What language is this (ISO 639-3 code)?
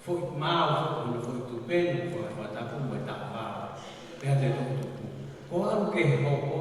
ton